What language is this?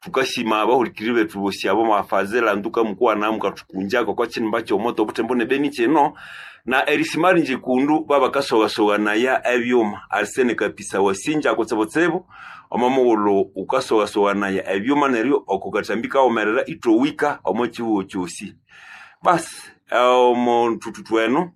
Nande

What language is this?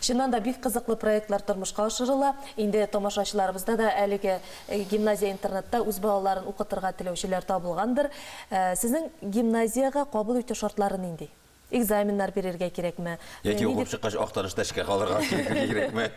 Tatar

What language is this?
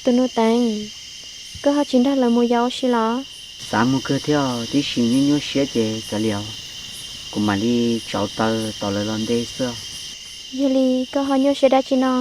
Hmong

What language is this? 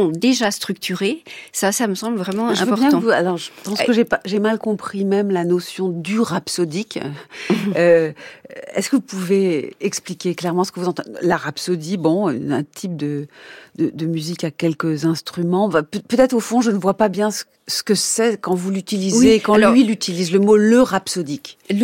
French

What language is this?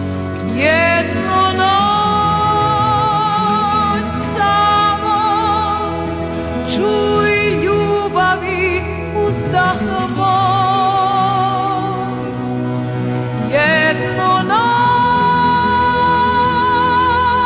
Serbian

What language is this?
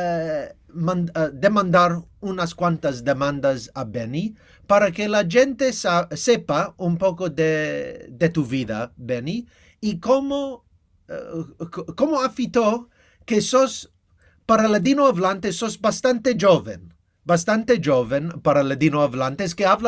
Ladino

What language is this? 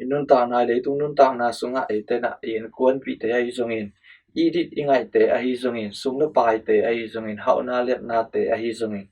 Tedim Chin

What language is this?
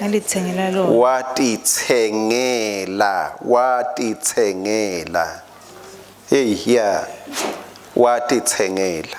Swati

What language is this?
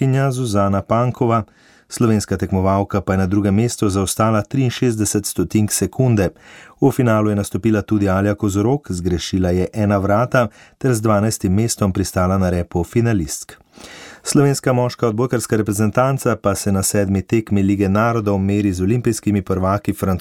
Slovenian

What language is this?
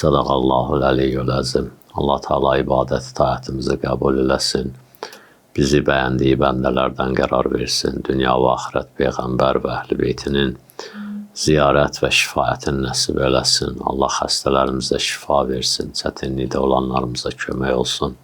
Azerbaijani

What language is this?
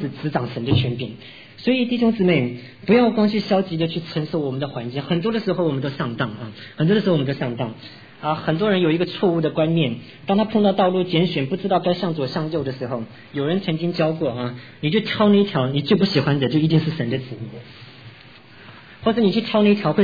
Chinese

